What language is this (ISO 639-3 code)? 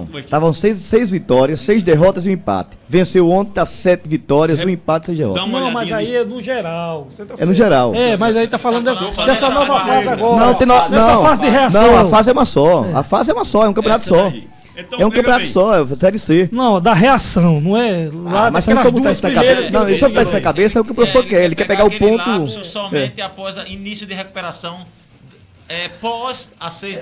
por